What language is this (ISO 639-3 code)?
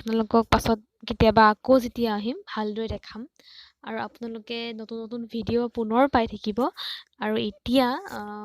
asm